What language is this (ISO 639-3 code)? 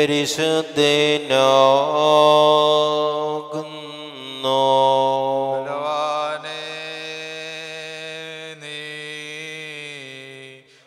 mal